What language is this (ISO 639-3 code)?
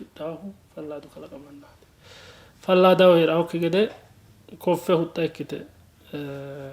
sid